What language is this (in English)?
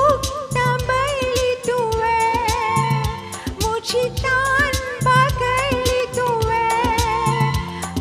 Konkani